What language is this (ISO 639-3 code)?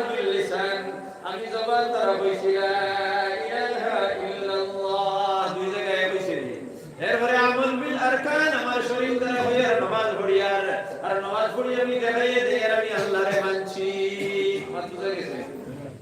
syl